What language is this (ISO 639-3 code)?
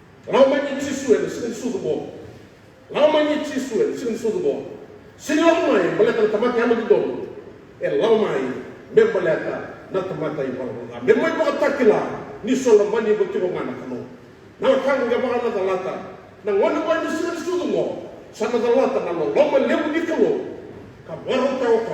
fij